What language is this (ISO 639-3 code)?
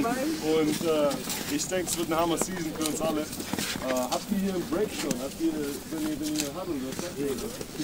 deu